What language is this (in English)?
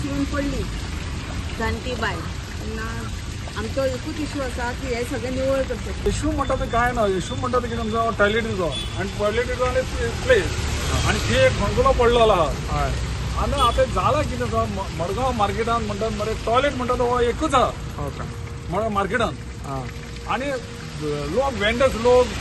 Konkani